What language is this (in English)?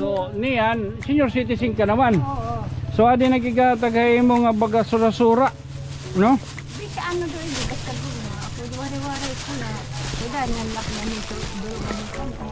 Waray